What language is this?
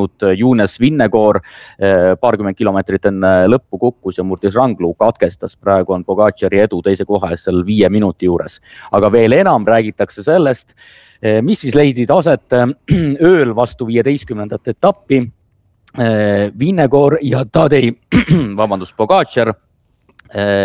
Estonian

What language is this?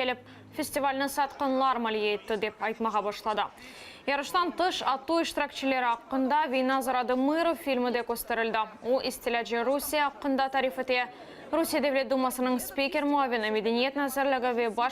Crimean Tatar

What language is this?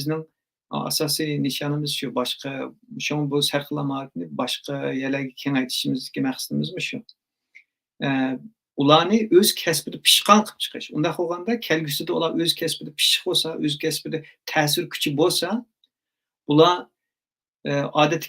Uyghur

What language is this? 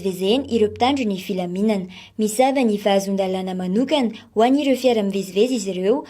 Malagasy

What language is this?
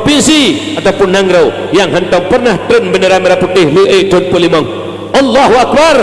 Achinese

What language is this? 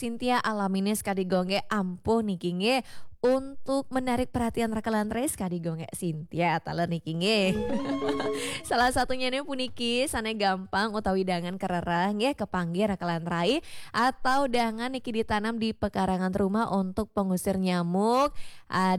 Balinese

